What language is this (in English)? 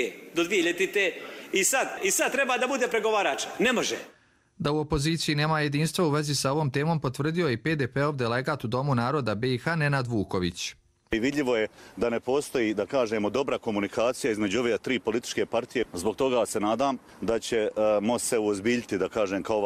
Croatian